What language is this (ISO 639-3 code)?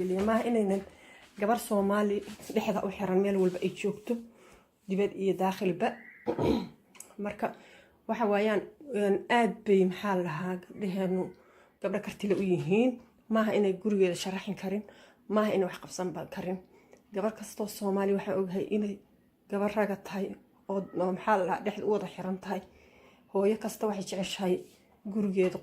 som